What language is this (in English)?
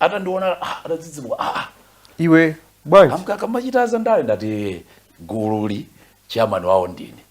Nyanja